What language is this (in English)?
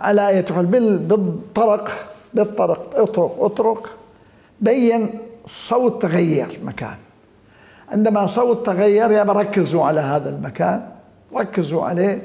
Mesopotamian Arabic